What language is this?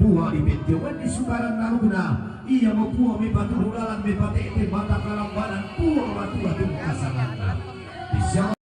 Toraja-Sa'dan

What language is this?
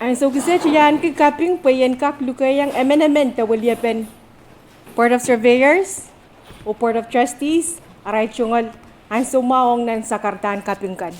Pohnpeian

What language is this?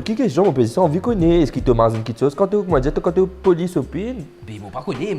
Morisyen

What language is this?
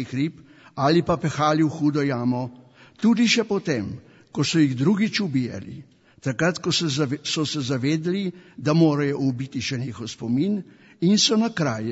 Slovenian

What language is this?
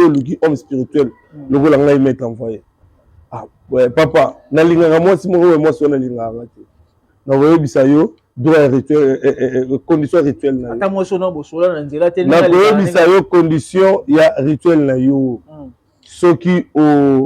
Lingala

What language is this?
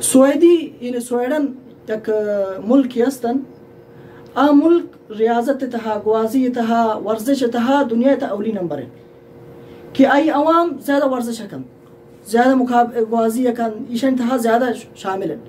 Baluchi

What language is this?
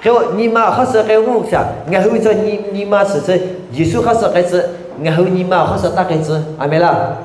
Lahu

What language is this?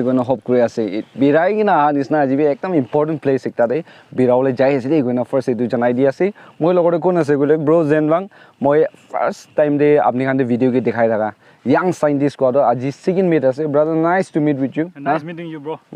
Naga Pidgin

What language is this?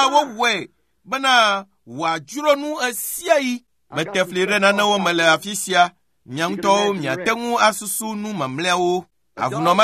Ewe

